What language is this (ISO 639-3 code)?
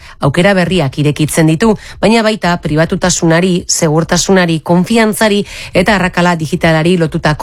eus